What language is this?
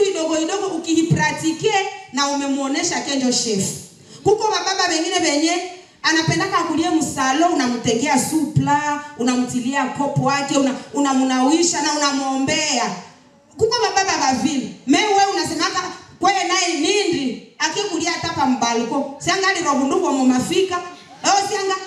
Swahili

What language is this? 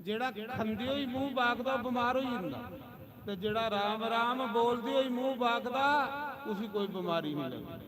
Dogri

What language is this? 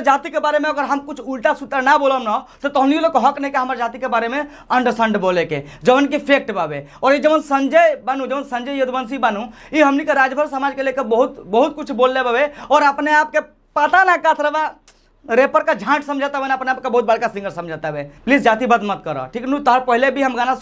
Bhojpuri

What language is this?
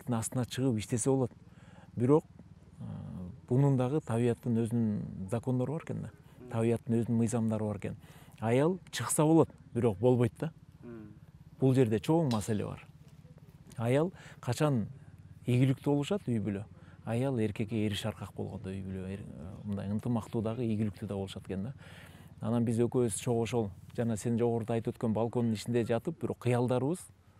Kyrgyz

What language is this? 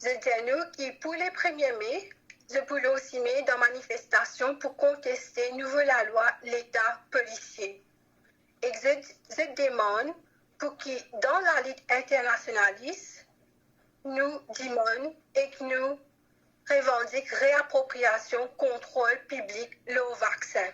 Morisyen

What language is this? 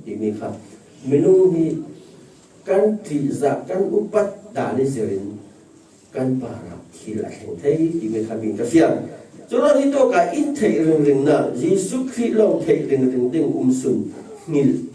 Falam Chin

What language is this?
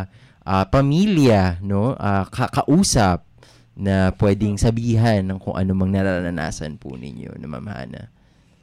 Filipino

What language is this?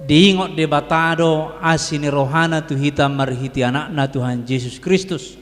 Batak Toba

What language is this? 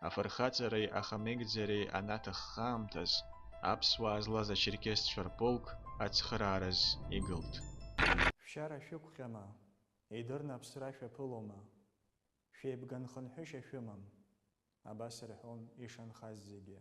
Abkhazian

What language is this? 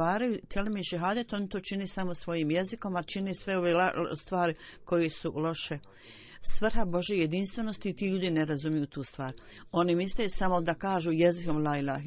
Bosnian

